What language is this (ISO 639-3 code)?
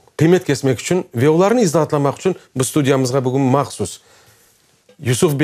crh